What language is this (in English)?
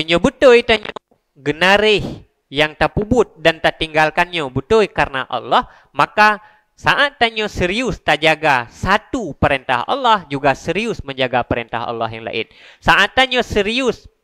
Achinese